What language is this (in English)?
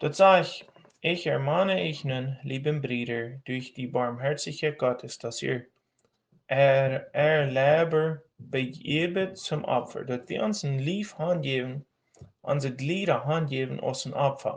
Plautdietsch